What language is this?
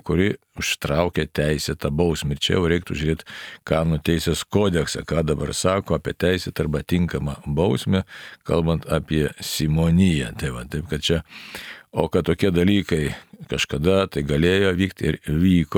Lithuanian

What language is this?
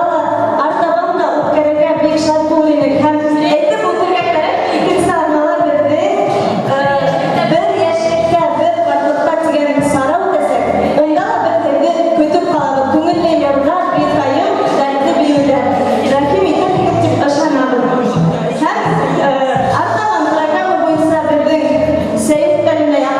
Bashkir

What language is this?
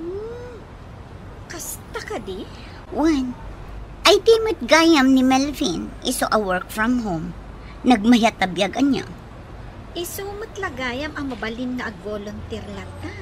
Iloko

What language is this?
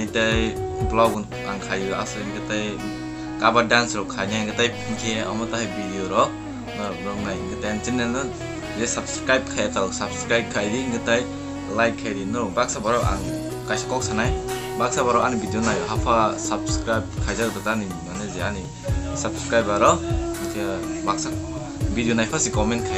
Kok Borok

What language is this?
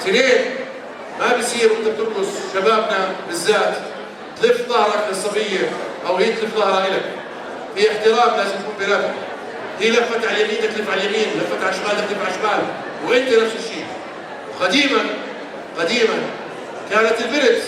North Levantine Arabic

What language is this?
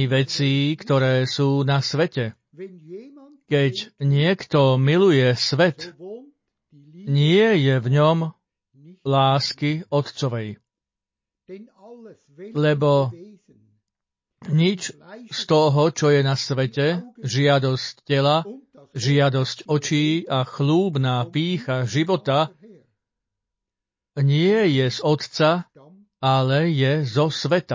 Slovak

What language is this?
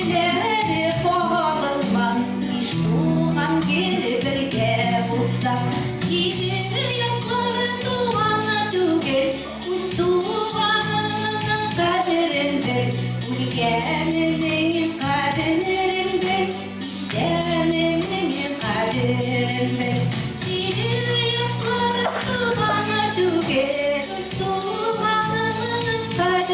Tatar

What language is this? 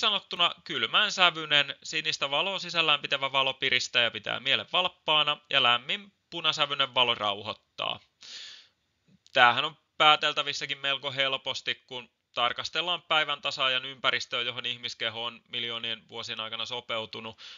Finnish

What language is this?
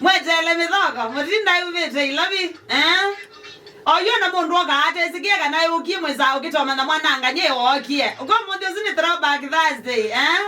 Kamba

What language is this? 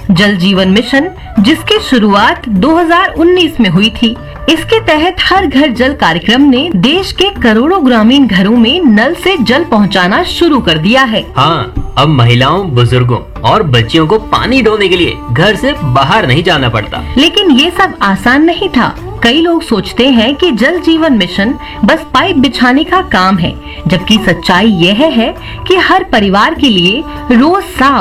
Hindi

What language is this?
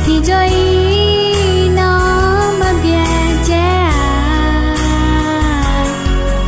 Akha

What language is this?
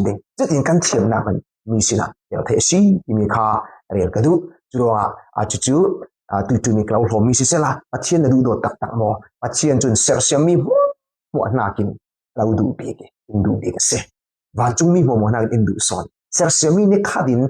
Falam Chin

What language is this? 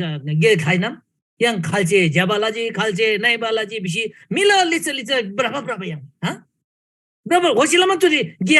Eastern Tamang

